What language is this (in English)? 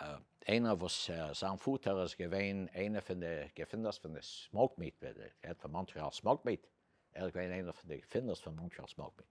Yiddish